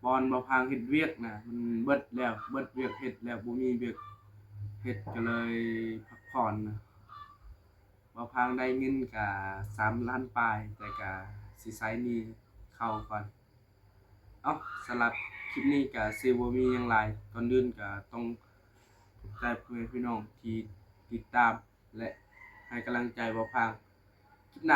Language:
Lao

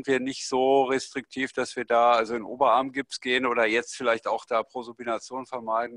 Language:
German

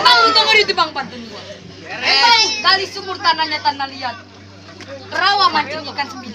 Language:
Betawi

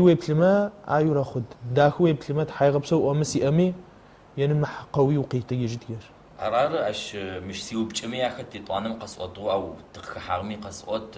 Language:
Adyghe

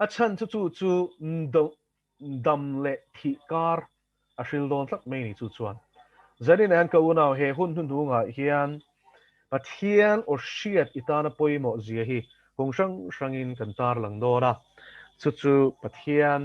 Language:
Mizo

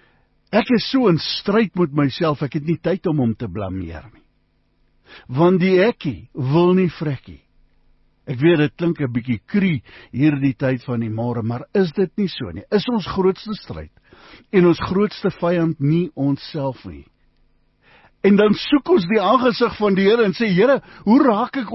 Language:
Afrikaans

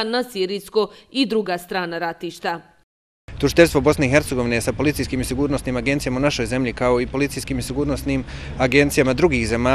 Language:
Bosnian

